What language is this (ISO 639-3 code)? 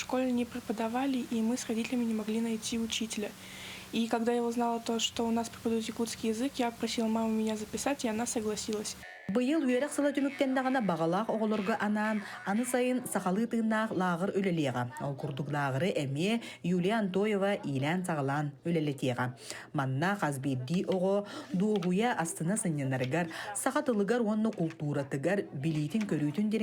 sah